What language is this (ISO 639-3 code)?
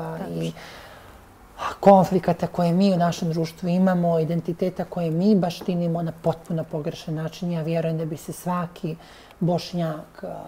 bos